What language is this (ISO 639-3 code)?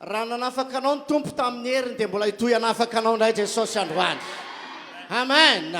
mlg